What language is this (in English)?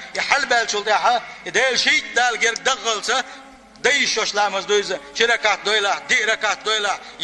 Chechen